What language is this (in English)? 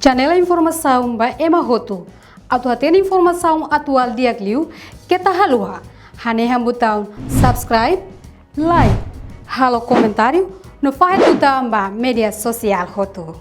Tetum